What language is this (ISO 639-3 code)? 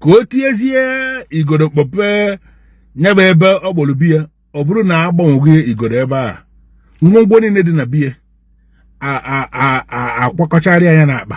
ibo